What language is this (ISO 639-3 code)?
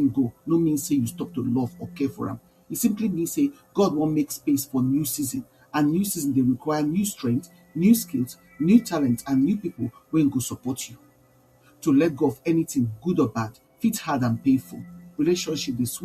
pcm